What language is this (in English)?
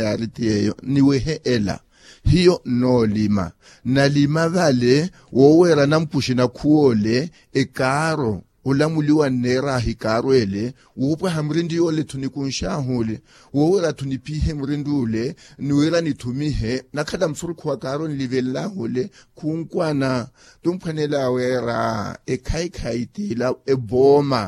Makhuwa